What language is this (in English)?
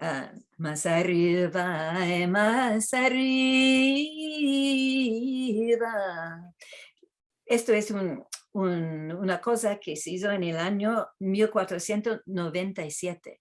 Ladino